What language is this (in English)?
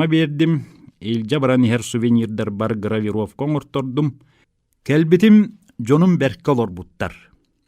Yakut